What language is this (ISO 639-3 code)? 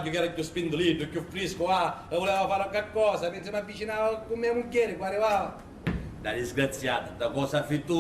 scn